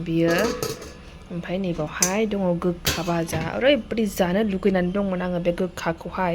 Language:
Bodo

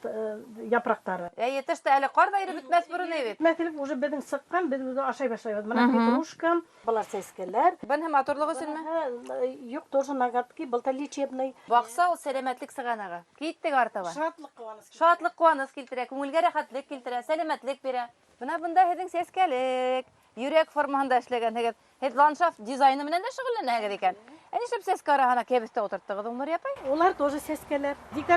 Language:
Bashkir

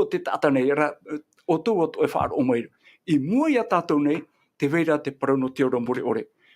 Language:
Tahitian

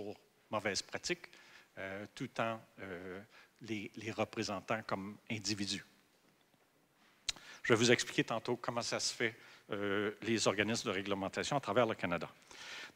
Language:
French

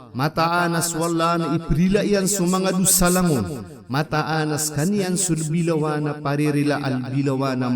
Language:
Maranao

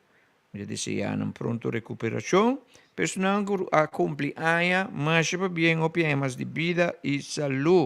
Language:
Papiamento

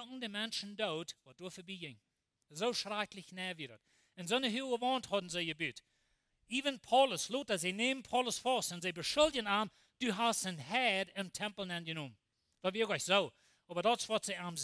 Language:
Plautdietsch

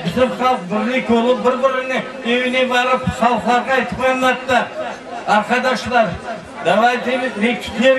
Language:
Crimean Tatar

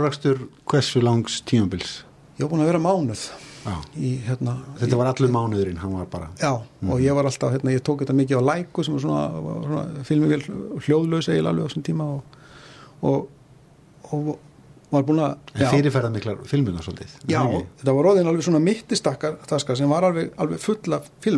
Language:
Icelandic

